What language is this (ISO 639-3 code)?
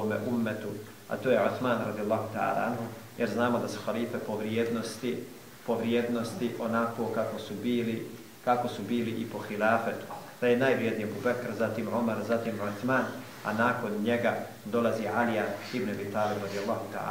bos